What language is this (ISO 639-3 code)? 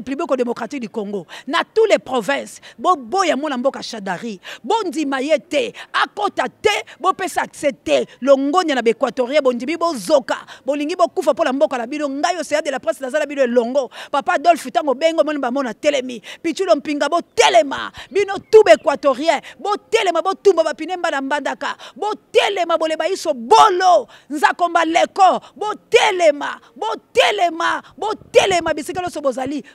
lin